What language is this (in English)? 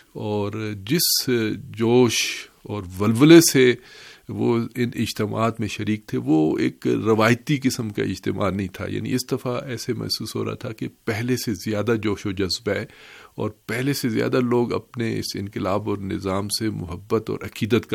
Urdu